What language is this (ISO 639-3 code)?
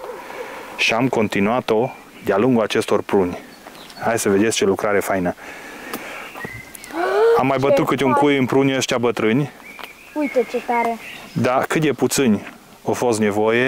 ron